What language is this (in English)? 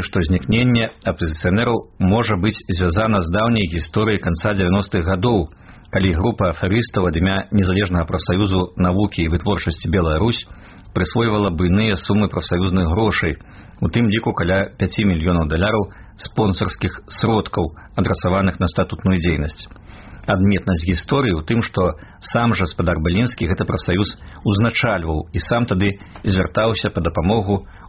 Belarusian